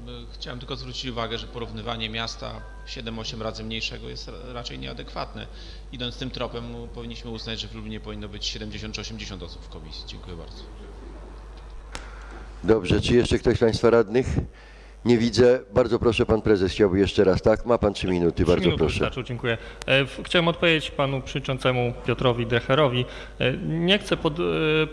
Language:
Polish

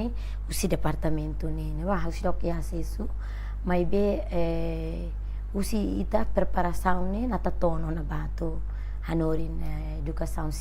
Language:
Tetum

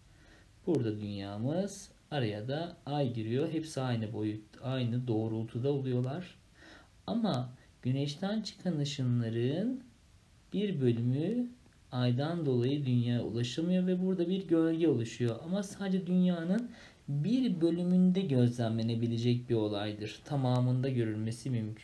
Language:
Turkish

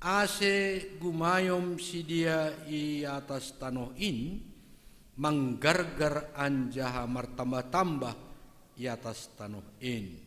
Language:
Batak Simalungun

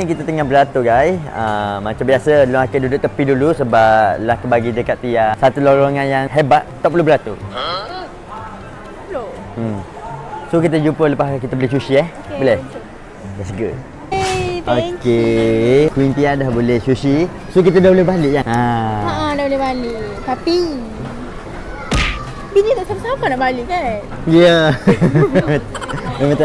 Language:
Malay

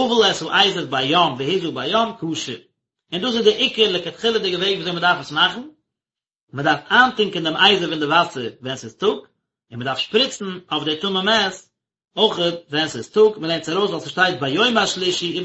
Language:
Yiddish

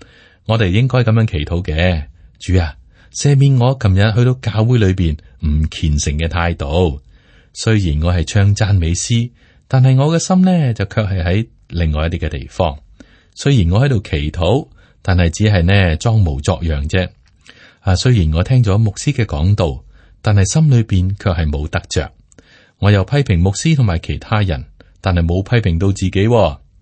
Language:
Cantonese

